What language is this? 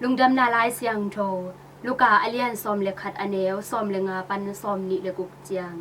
Tedim Chin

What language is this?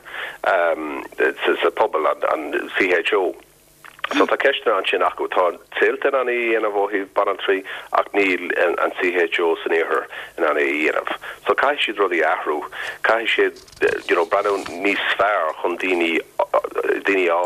Irish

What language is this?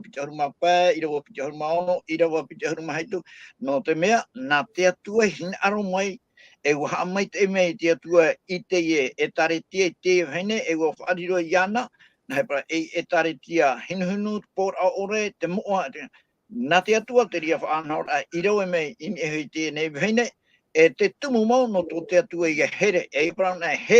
Tahitian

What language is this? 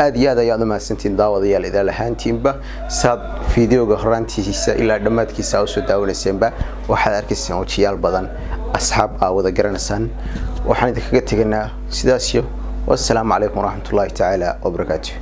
Somali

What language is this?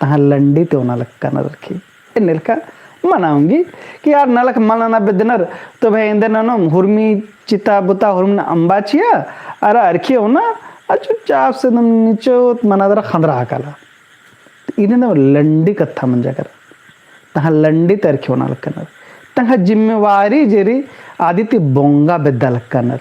Kurukh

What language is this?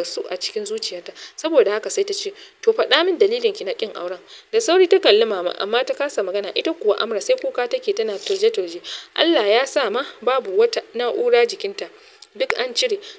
Hausa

